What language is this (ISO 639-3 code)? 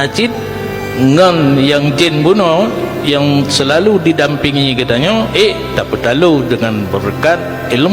ace